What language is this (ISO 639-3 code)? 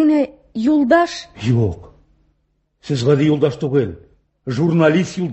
tat